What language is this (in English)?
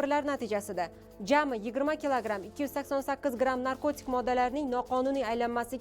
Uzbek